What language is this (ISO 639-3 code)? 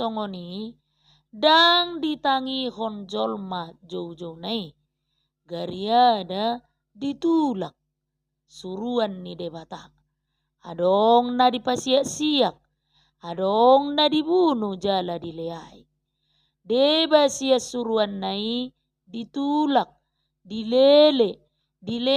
bbc